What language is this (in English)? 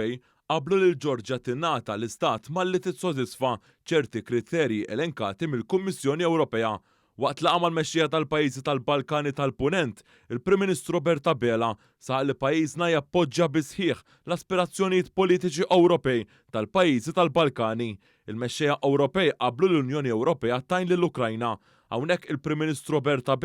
Maltese